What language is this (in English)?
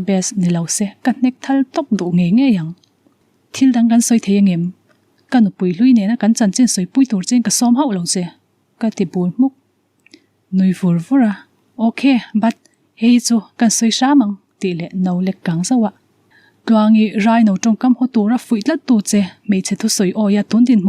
Mizo